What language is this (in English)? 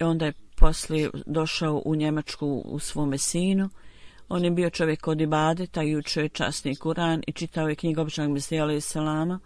Bosnian